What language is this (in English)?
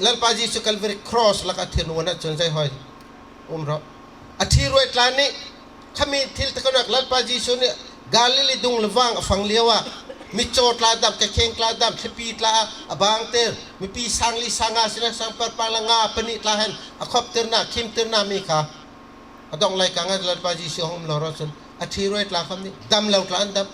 Bawm Chin